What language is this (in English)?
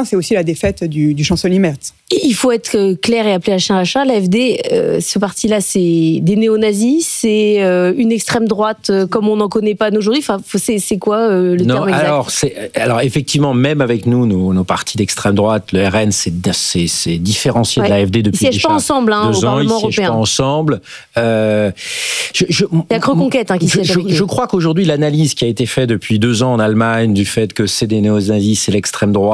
French